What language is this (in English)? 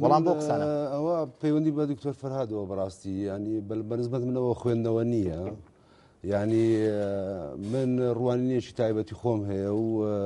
Central Kurdish